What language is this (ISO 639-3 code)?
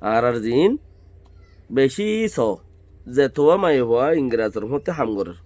rhg